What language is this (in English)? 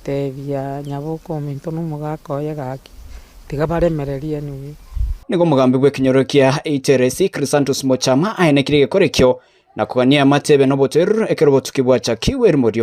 Gusii